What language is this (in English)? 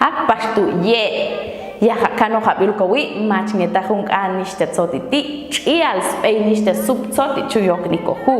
Popti'